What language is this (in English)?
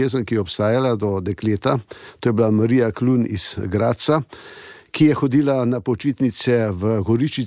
Slovenian